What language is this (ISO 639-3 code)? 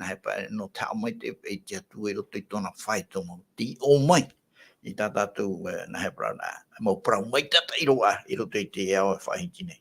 tah